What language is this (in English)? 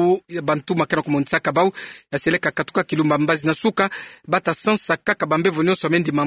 Kituba (Democratic Republic of Congo)